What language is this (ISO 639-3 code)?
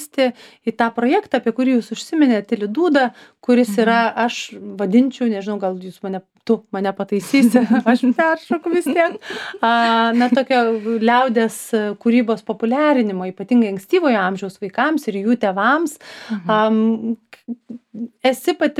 lit